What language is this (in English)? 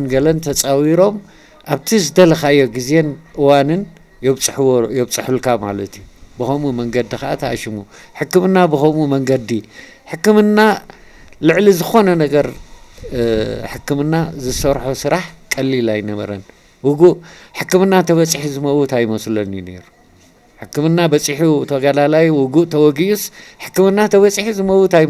Tigrinya